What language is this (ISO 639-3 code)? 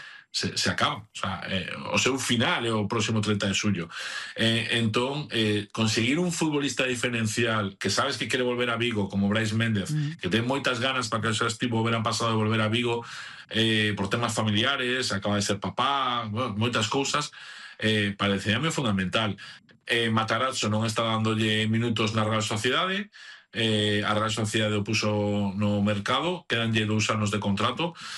glg